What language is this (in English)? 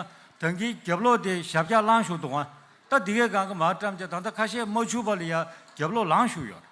Tibetan